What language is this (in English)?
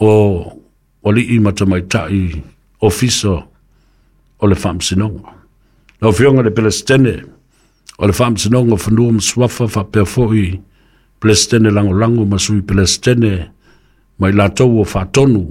Samoan